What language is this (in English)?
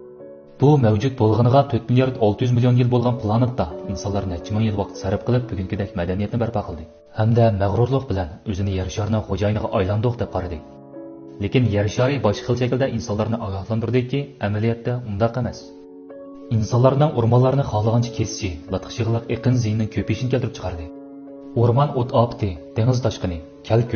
Uyghur